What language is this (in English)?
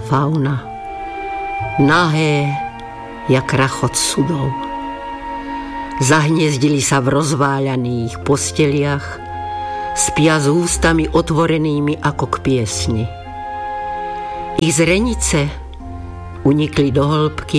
Slovak